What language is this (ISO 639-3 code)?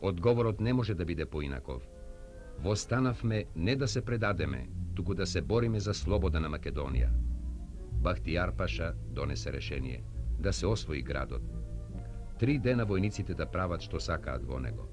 mkd